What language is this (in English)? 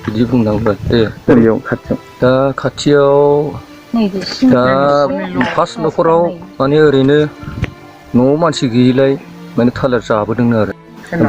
Bodo